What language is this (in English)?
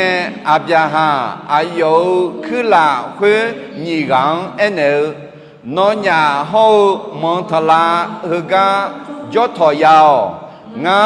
Akha